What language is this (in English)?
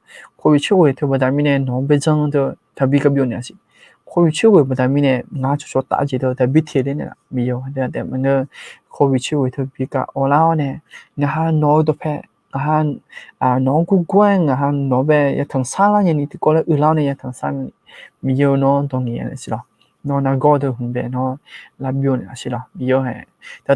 Akha